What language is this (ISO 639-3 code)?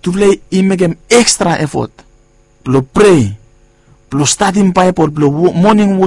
bis